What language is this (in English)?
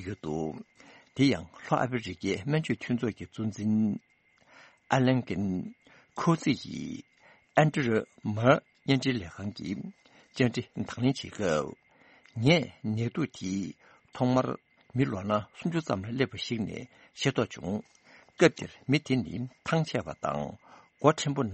Tibetan